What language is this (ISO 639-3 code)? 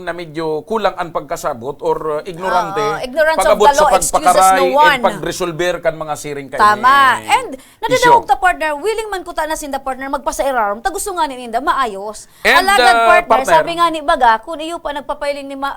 bik